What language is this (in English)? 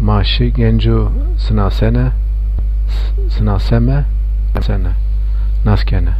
Zaza